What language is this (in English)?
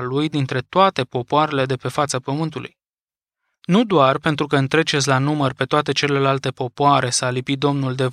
Romanian